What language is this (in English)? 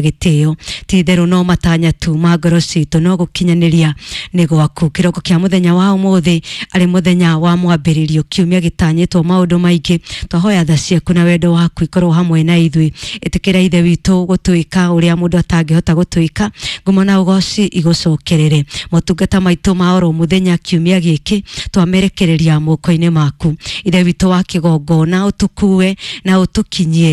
Kikuyu